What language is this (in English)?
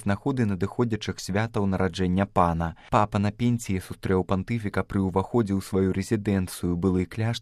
Belarusian